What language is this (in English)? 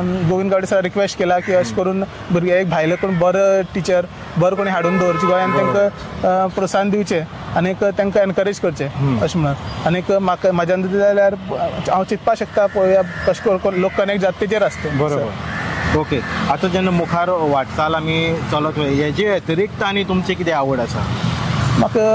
Konkani